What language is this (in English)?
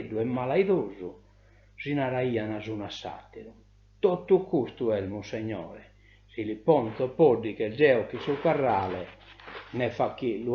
Sardinian